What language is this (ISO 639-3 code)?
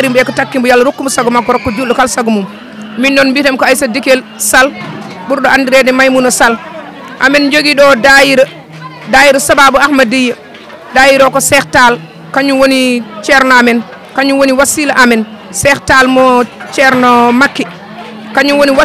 ful